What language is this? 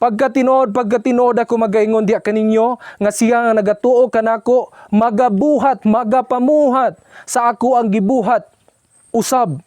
Cebuano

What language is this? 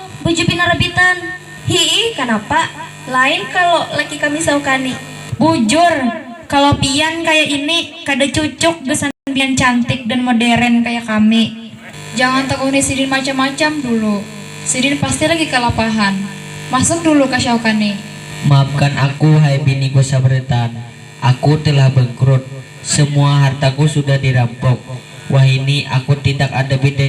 Banjar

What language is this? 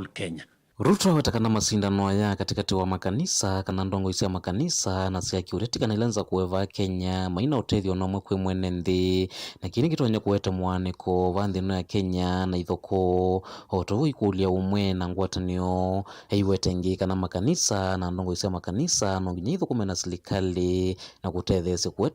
Kamba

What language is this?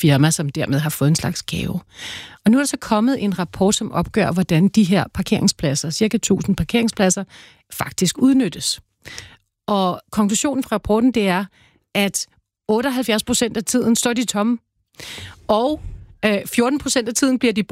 Danish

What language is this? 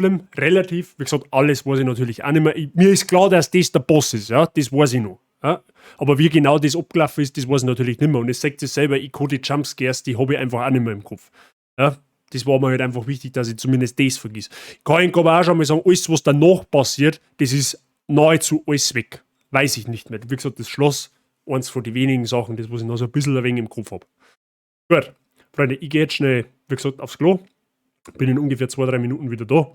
Bavarian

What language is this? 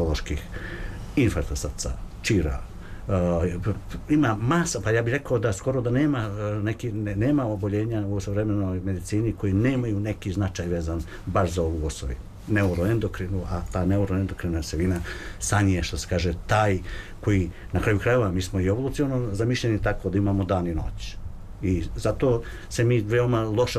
Serbian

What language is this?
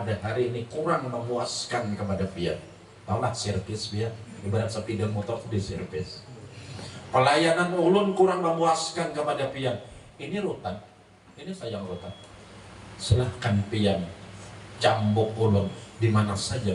Banjar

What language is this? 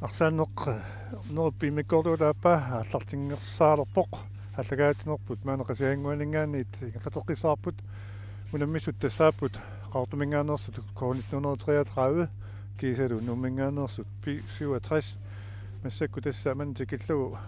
Kalaallisut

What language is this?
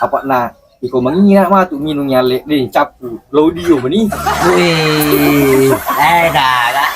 Buginese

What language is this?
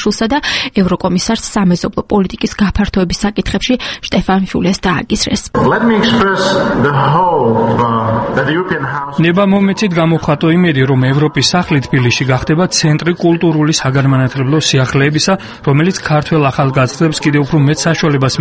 Georgian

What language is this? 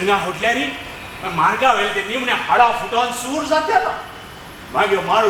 Konkani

